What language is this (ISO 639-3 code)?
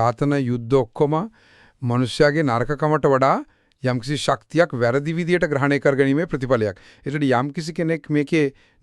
sin